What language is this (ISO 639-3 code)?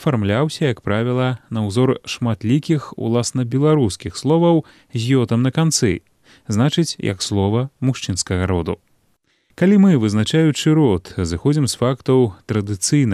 bel